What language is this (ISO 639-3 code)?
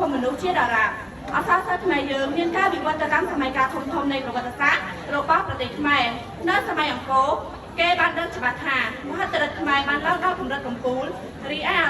khm